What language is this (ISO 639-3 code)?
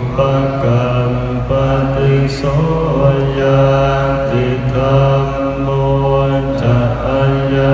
tts